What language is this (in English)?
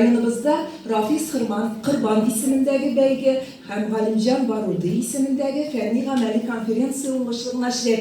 Tatar